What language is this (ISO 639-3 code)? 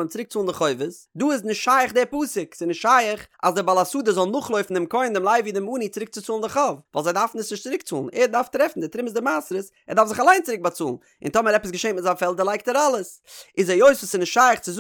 yid